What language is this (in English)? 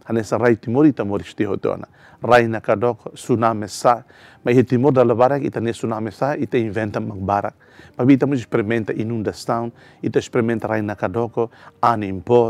Tetum